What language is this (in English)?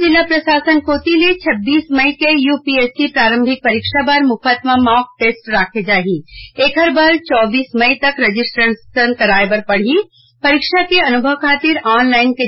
Chhattisgarhi